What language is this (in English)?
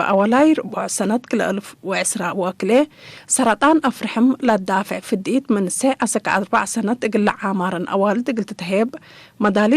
Tigre